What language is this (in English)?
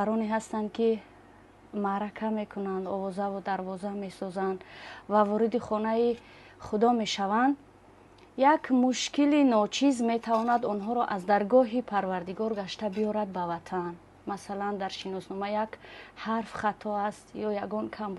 Tajik